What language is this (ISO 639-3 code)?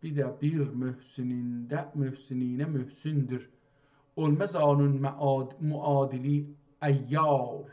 azb